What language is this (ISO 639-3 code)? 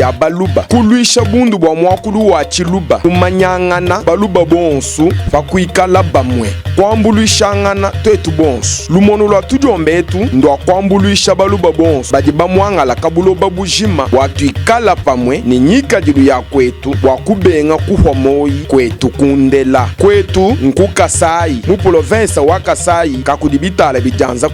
lua